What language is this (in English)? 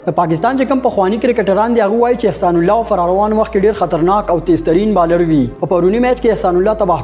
Pashto